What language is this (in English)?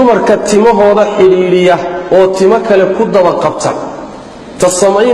Somali